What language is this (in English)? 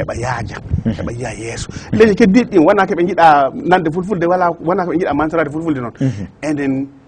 Fula